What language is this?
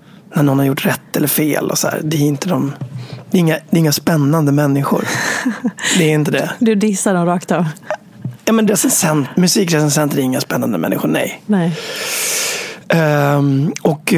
Swedish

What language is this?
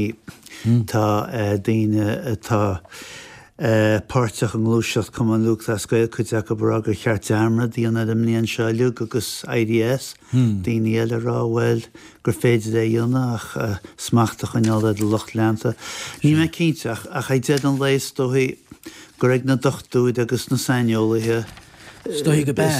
Irish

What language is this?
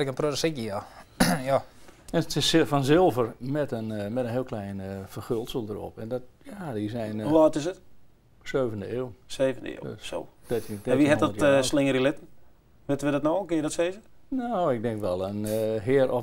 Western Frisian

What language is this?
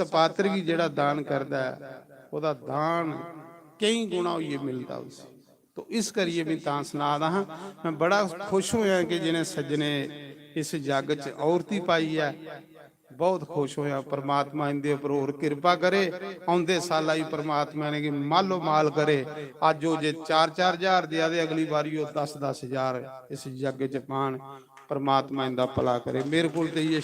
Dogri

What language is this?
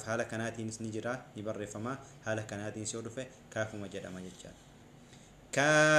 Oromo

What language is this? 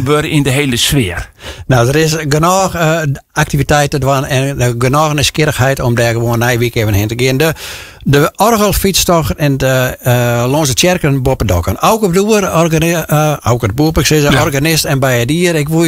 Western Frisian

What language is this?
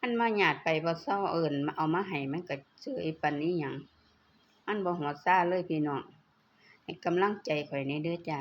Lao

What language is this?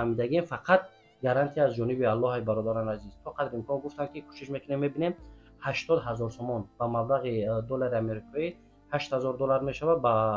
Tajik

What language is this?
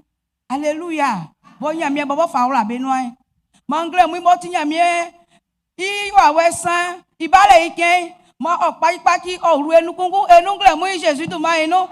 Baoulé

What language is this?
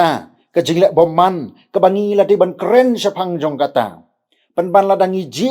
Khasi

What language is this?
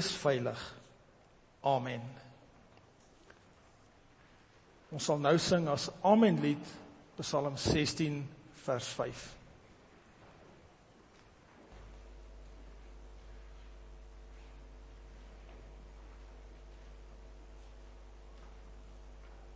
Afrikaans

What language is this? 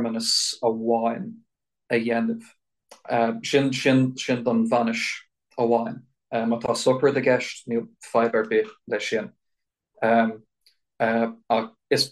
Irish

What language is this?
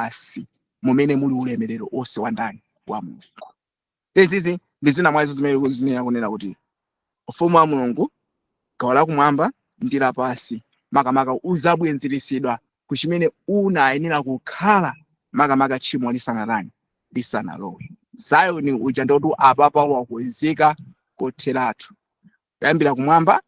Nyanja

